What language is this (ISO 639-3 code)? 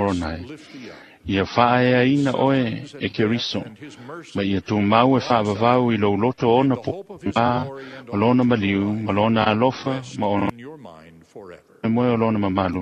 smo